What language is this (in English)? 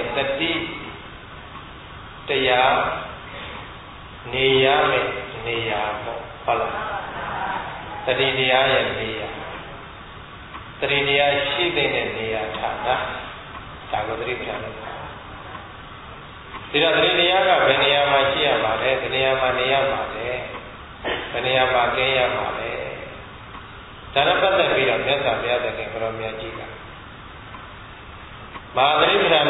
Burmese